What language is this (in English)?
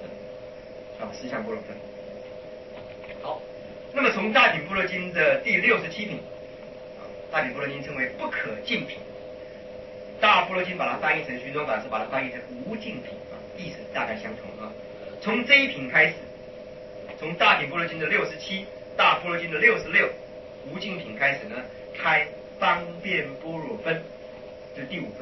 Chinese